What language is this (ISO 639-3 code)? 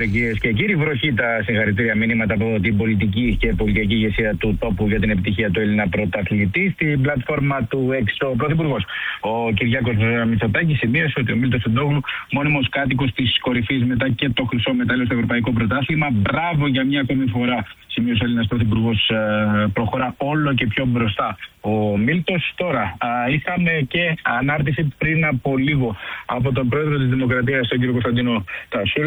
ell